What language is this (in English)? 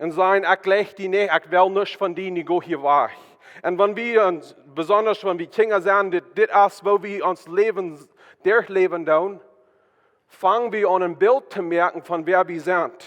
Plautdietsch